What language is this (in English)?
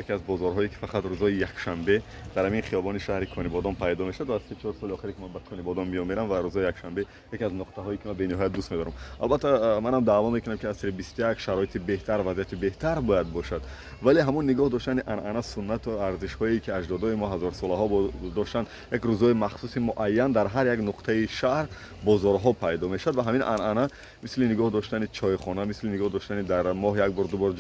Tajik